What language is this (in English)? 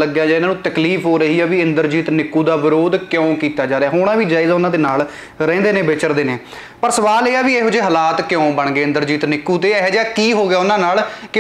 Punjabi